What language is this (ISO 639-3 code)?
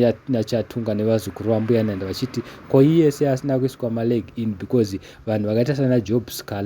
sna